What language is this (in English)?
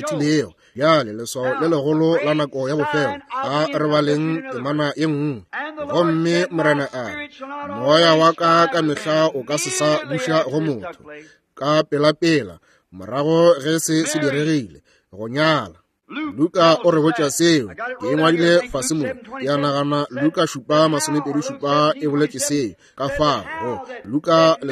Northern Sotho